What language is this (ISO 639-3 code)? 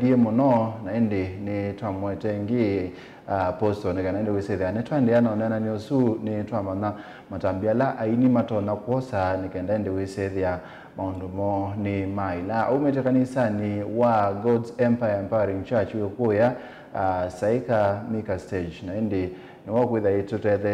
kam